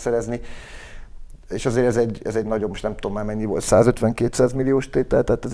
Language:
Hungarian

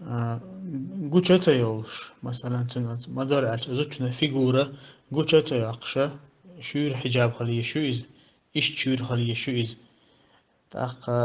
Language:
Chechen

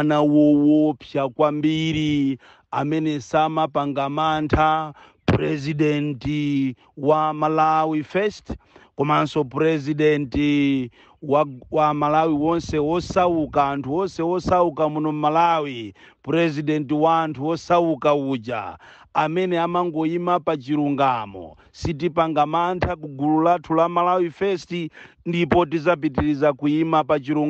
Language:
Nyanja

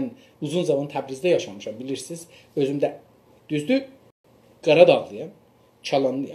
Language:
South Azerbaijani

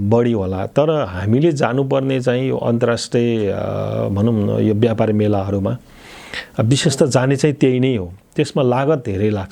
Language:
Nepali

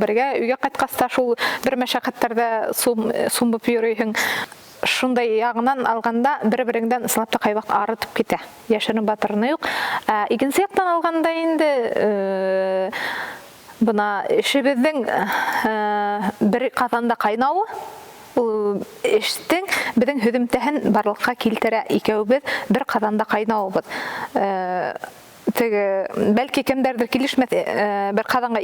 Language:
Bashkir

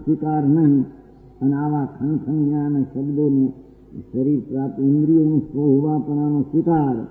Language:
Gujarati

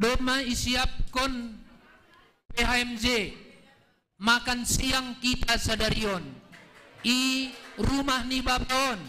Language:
Batak Simalungun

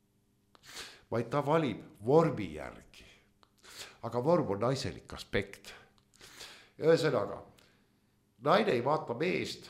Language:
Estonian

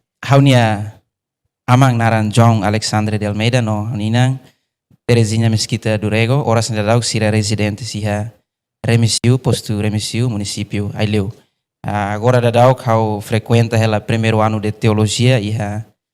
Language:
Tetum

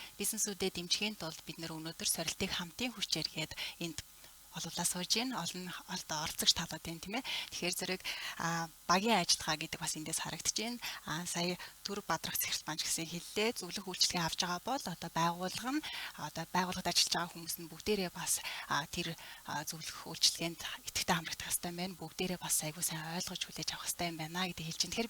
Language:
Mongolian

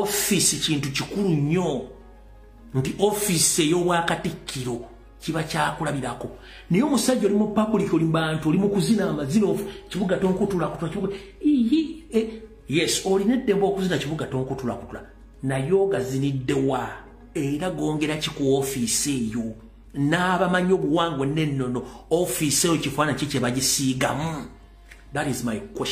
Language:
Ganda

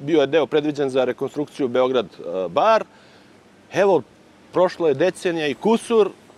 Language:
Serbian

